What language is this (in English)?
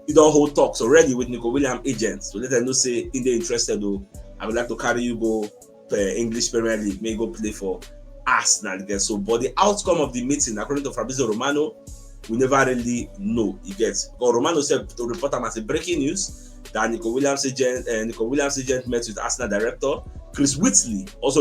Nigerian Pidgin